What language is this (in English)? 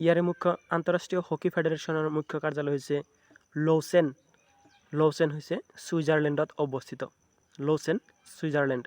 Assamese